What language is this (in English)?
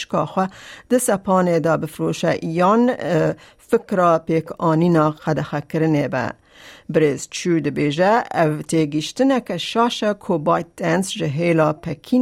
Kurdish